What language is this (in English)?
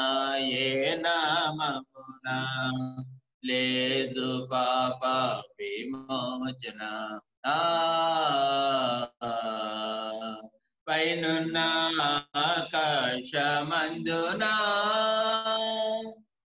Telugu